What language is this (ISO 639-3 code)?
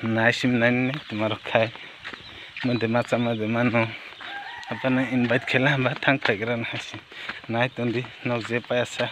trp